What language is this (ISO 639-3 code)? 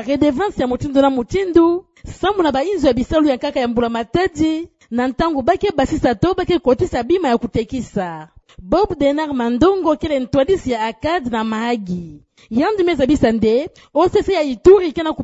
ktu